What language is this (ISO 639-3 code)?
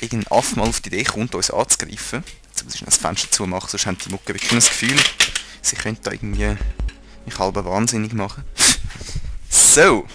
gsw